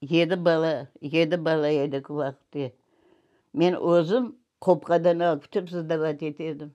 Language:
Crimean Tatar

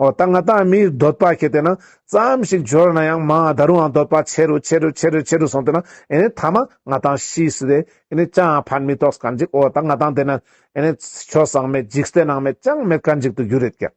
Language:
Ladakhi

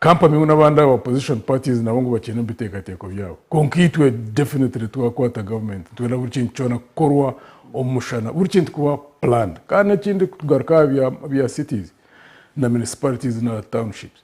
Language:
Nyankole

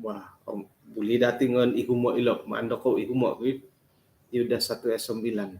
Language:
Central Dusun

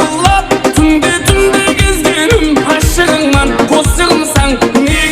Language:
Kara-Kalpak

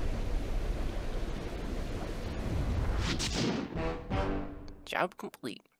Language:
English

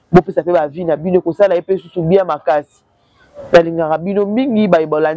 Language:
Lingala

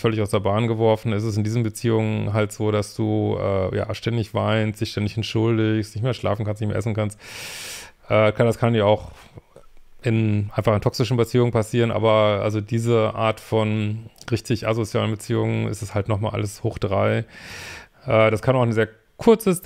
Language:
German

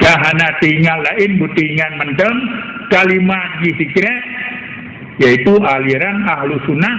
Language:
Achinese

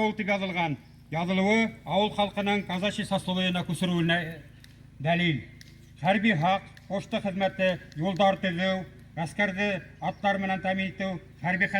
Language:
Bashkir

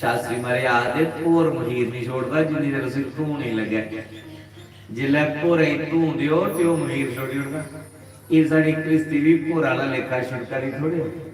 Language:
Dogri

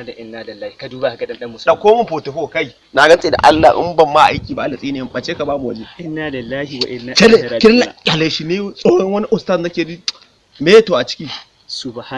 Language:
Hausa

